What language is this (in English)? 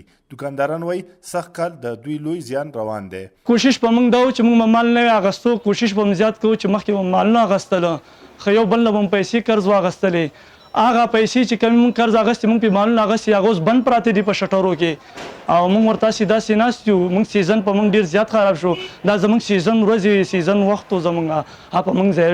Pashto